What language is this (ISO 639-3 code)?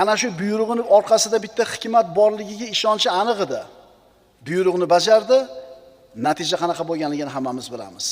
uzb